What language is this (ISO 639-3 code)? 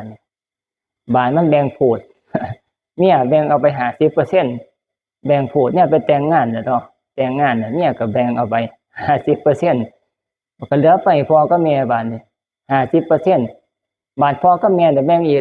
tts